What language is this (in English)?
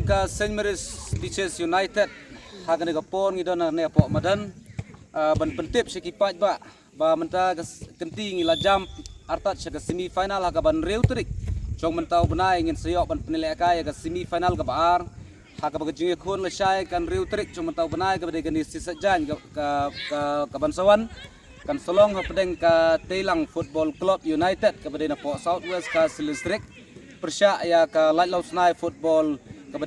Khasi